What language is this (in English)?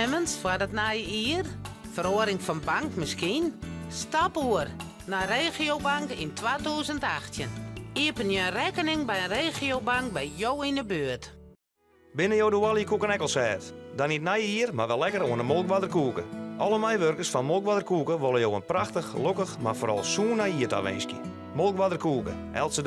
Western Frisian